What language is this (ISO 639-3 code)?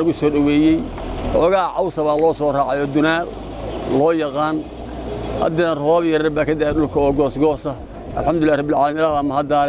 som